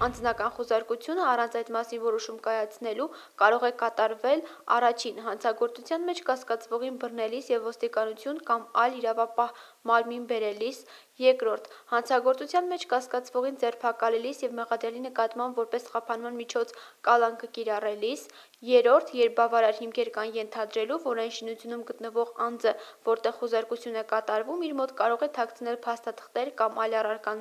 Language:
Armenian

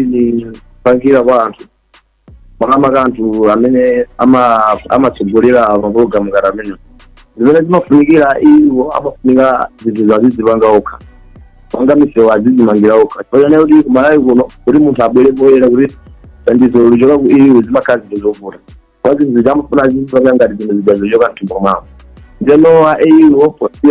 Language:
Nyanja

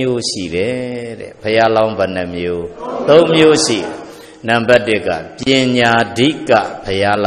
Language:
Burmese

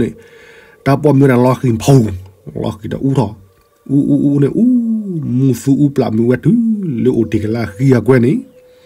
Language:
S'gaw Karen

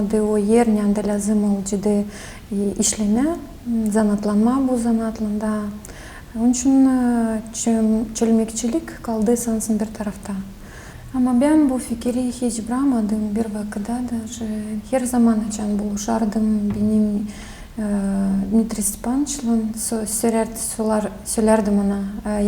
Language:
Gagauz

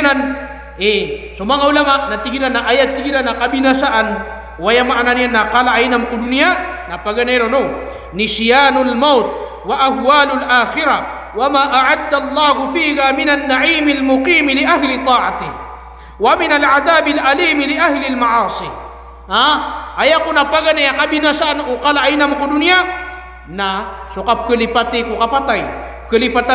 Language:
Maranao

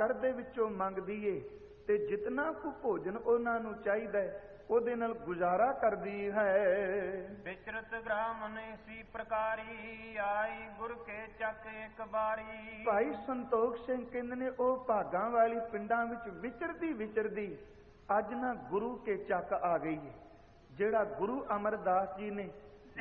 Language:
Punjabi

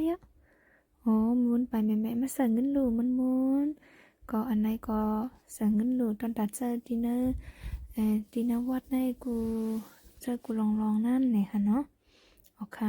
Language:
Shan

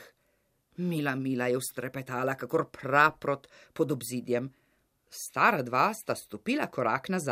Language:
Slovenian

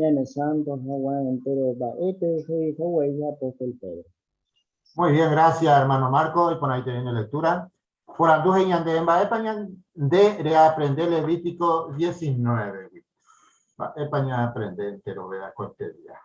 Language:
Guarani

